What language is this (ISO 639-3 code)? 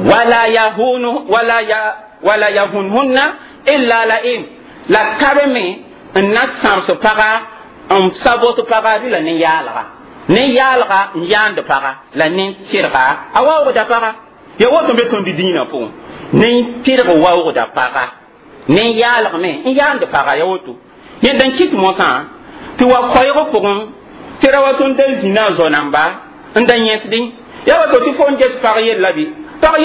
mos